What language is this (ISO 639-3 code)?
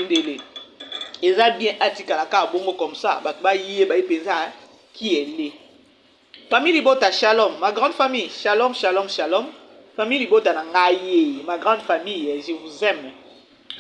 lin